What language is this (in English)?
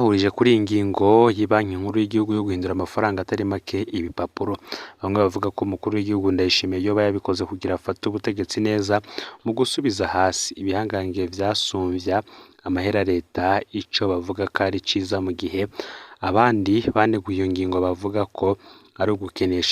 Rundi